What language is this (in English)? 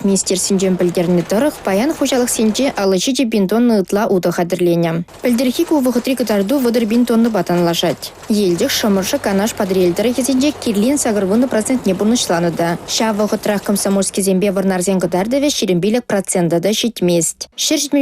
Chuvash